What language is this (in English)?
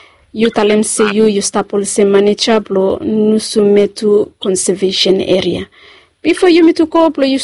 Bislama